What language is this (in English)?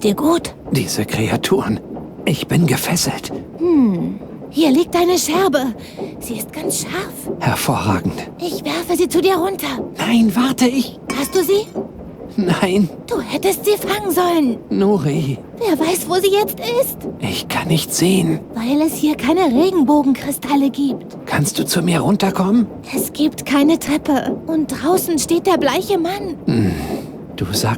Bavarian